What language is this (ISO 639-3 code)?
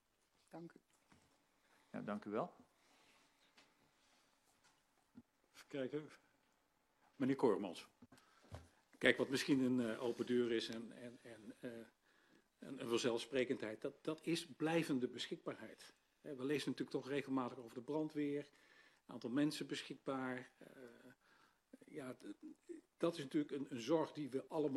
nld